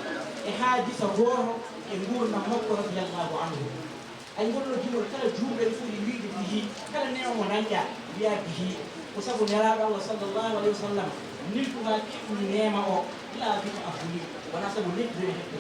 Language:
Fula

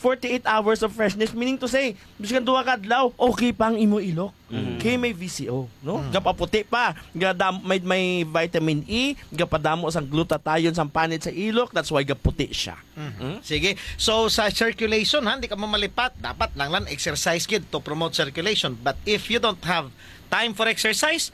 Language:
Hiligaynon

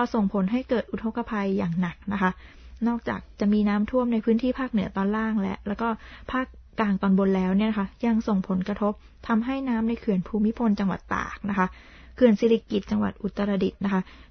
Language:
Thai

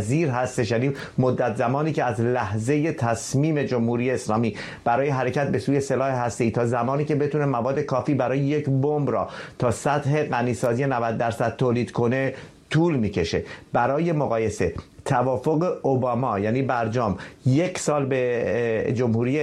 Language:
Persian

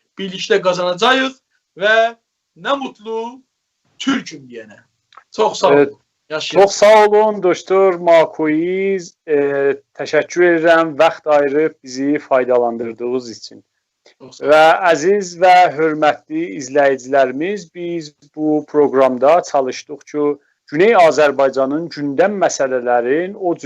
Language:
South Azerbaijani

